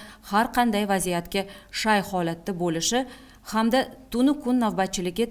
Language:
Uzbek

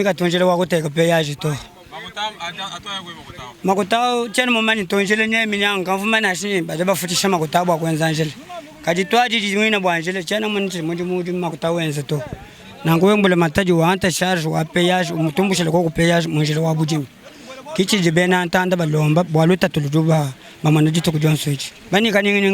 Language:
Luba-Lulua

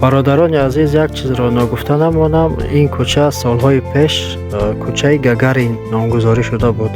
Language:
Tajik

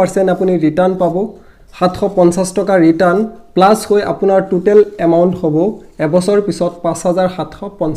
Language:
Assamese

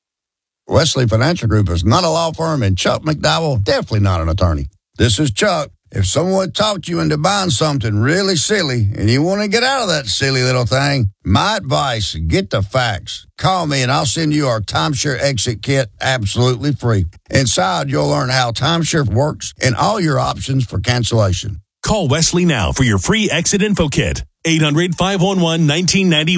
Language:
English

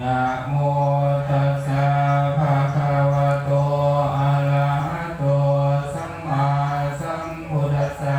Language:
Pali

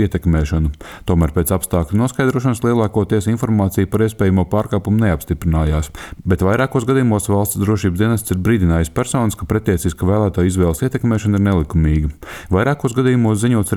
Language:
Latvian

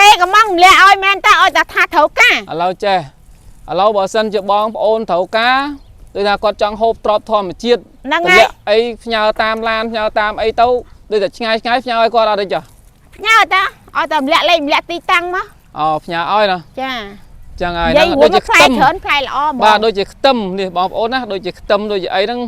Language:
Khmer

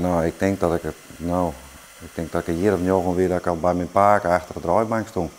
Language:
Western Frisian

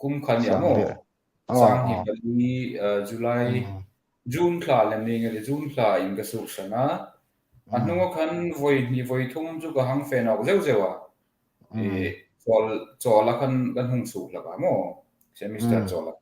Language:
Hmar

